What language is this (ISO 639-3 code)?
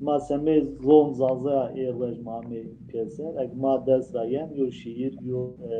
zza